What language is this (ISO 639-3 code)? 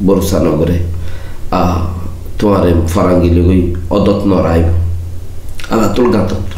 rhg